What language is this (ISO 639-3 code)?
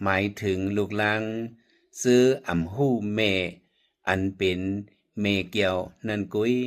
shn